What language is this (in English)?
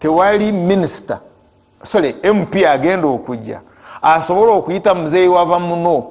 Ganda